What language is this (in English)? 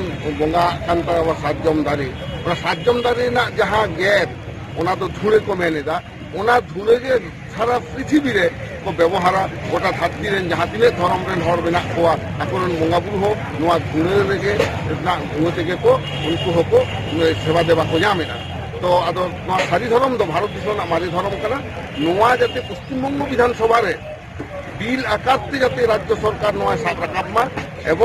Santali